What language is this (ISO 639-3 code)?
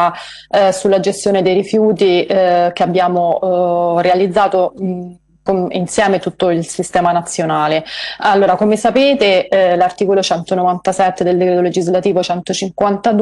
ita